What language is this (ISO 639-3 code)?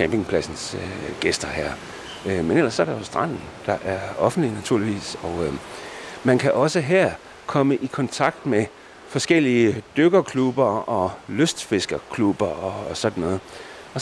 dan